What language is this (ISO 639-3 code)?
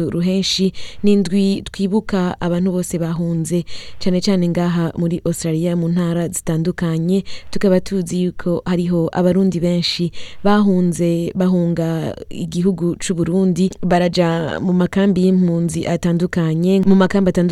run